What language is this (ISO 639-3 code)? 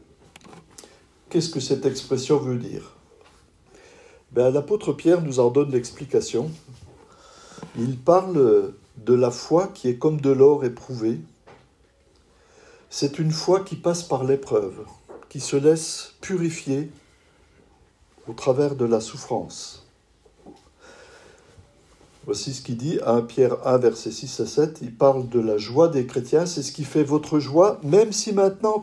fra